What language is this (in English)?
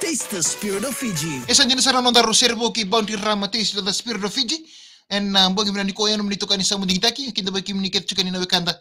Fijian